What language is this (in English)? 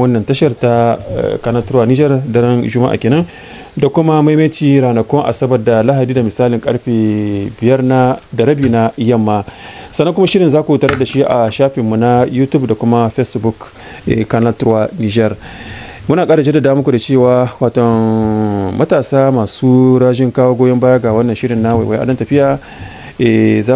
Hausa